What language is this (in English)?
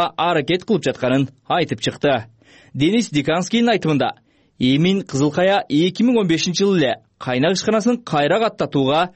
Kyrgyz